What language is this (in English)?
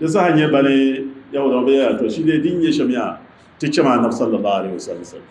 Dagbani